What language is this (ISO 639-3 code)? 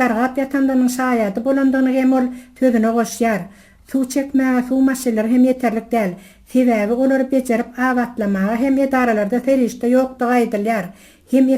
tuk